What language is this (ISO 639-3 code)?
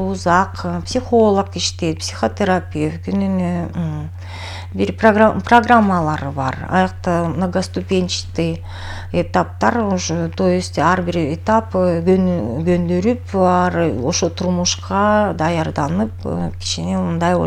kir